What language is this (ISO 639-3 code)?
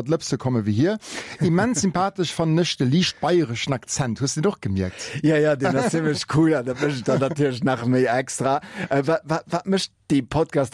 ltz